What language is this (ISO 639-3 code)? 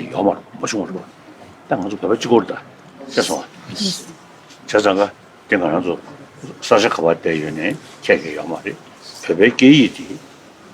bod